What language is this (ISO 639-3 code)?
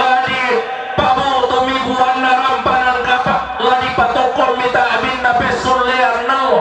sda